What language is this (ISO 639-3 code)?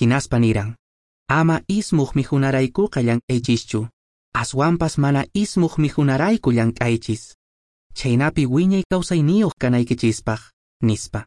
que